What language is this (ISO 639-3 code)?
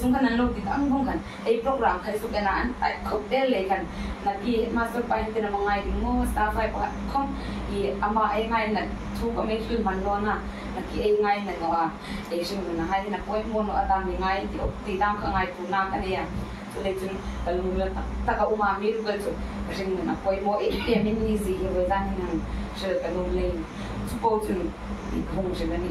hmr